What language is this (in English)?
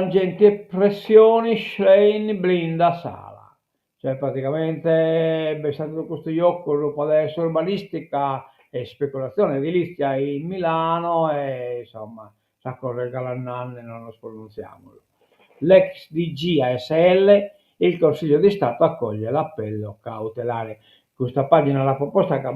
Sardinian